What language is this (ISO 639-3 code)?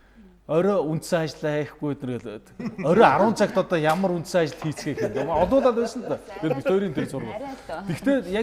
mon